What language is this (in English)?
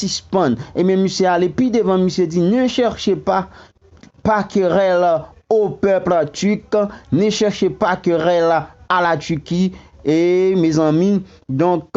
Haitian Creole